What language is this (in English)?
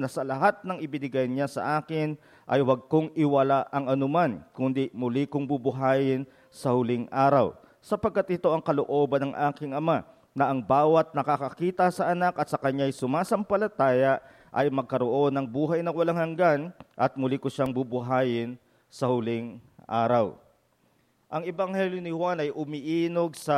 Filipino